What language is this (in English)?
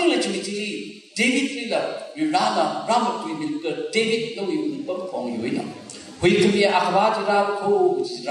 Tangkhul Naga (India)